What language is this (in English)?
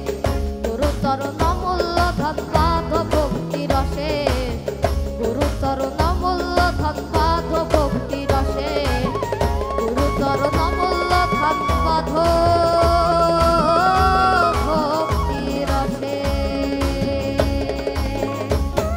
Bangla